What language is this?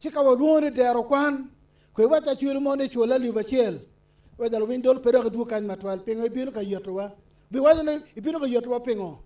Acoli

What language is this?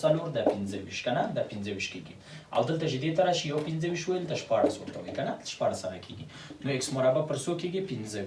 Pashto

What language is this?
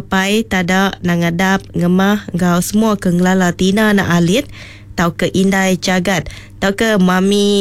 Iban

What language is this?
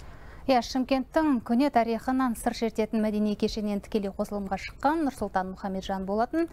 Kazakh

